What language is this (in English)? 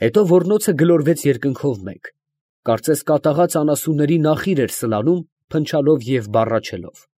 Armenian